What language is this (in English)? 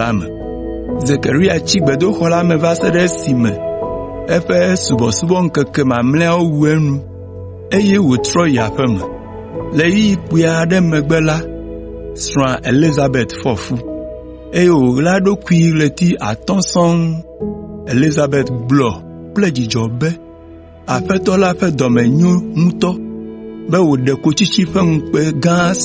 Ewe